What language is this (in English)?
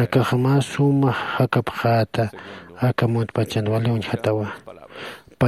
Aymara